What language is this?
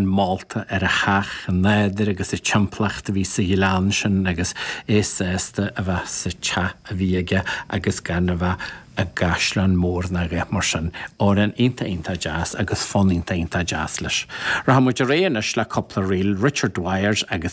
Irish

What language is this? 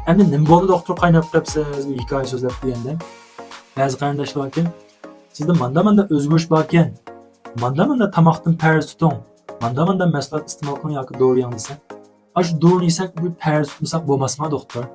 Uyghur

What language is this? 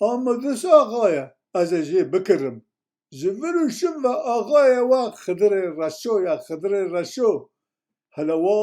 Kurdish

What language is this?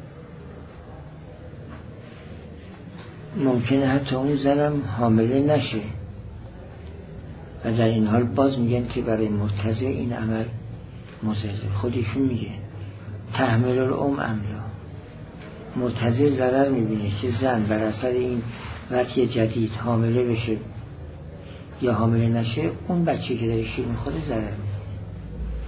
Persian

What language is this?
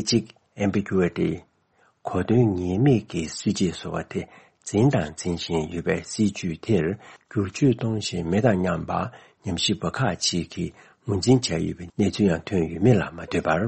Tibetan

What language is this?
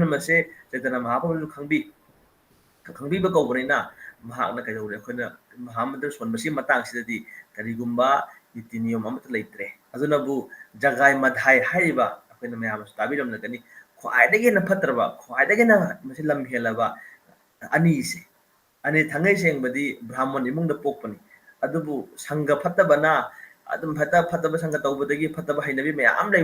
Manipuri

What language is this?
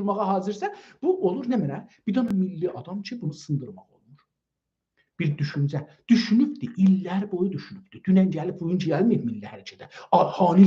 South Azerbaijani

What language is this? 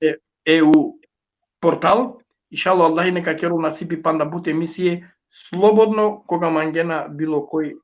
Balkan Romani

